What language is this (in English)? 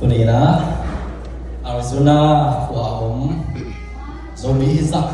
Tedim Chin